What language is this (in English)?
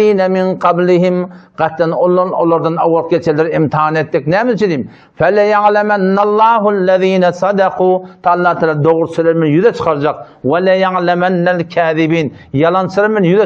Turkmen